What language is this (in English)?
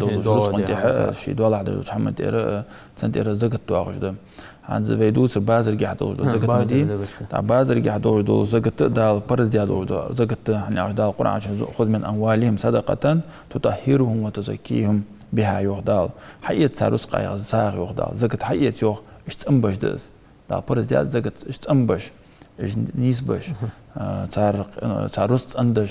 Ingush